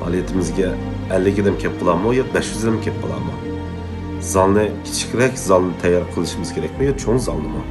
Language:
Uyghur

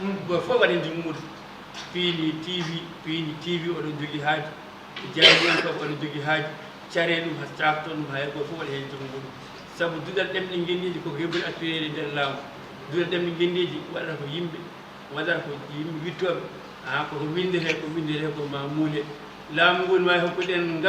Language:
Fula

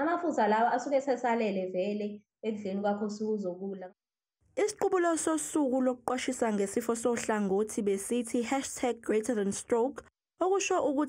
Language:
Zulu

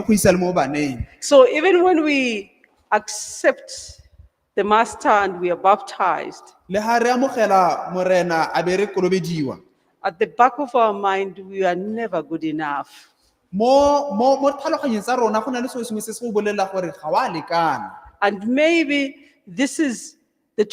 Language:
Tswana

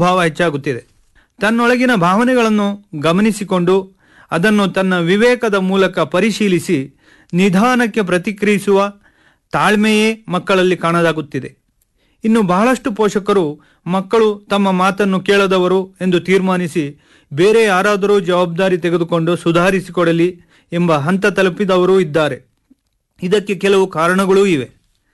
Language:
Kannada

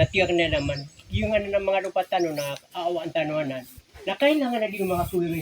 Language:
Maranao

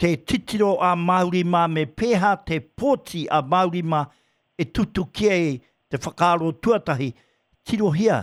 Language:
Māori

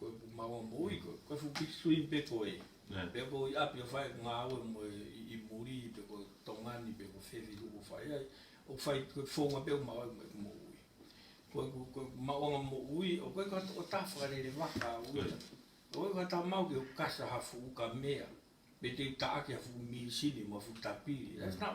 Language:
Tongan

